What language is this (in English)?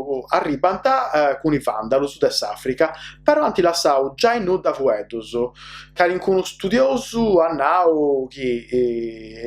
Sardinian